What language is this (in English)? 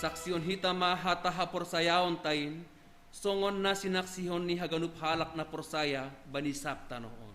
Batak Simalungun